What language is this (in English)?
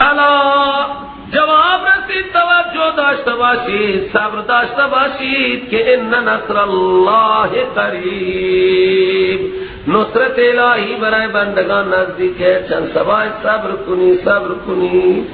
Persian